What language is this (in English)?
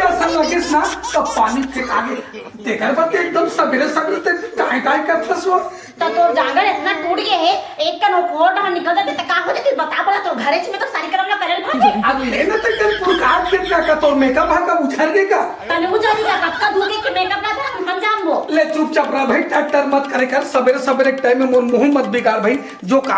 Chhattisgarhi